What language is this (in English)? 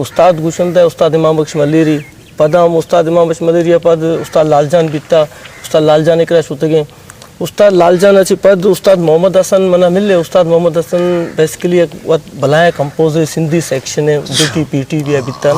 Eastern Balochi